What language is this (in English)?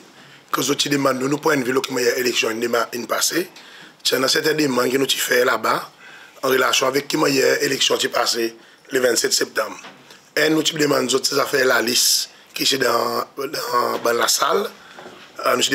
Seselwa Creole French